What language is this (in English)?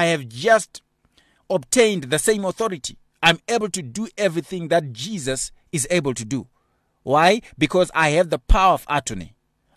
English